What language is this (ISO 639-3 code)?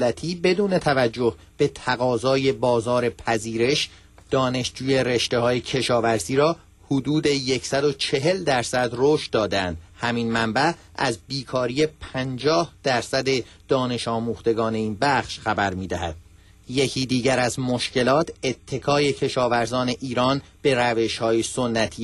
fas